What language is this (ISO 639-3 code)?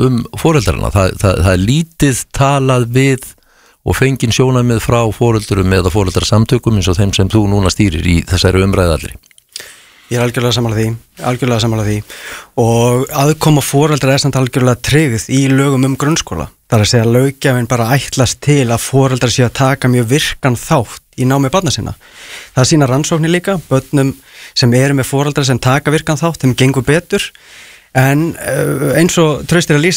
isl